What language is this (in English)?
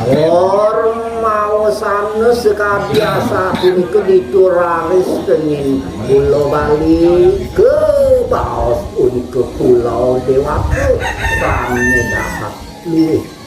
Balinese